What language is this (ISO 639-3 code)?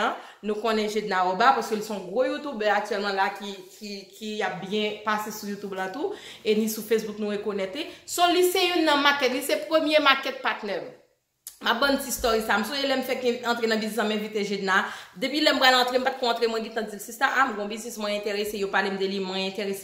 hat